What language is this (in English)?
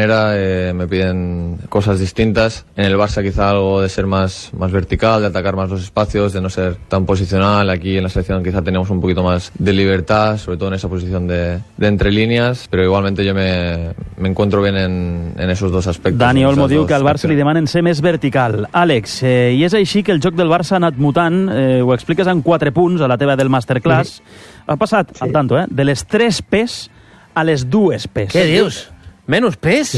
Catalan